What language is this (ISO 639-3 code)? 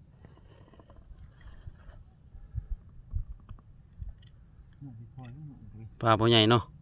lao